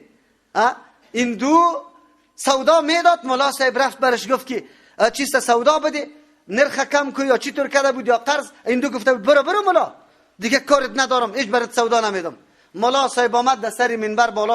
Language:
Persian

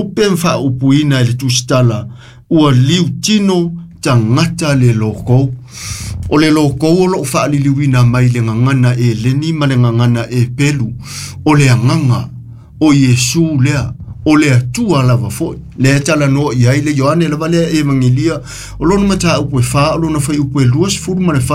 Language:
Samoan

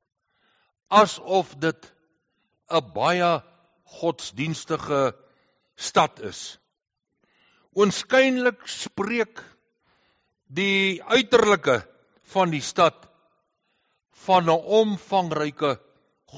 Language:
Afrikaans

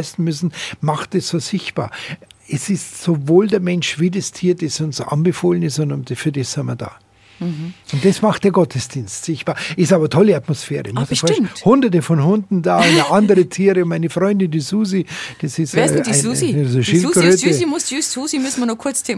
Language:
German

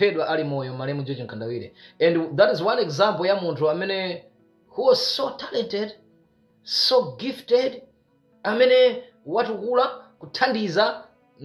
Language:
Nyanja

